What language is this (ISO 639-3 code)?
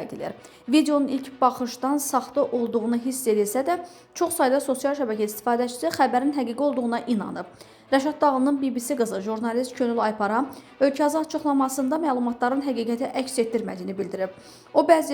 aze